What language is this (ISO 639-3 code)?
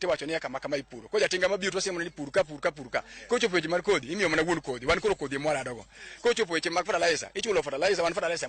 luo